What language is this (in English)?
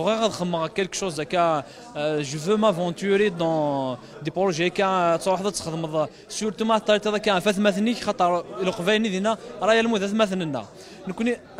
Kabyle